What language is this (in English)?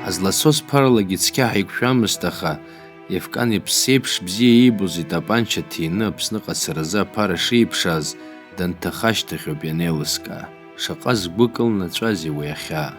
Abkhazian